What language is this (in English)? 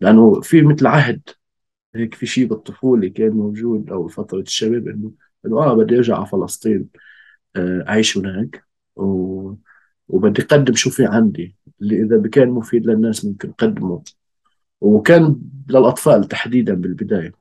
North Levantine Arabic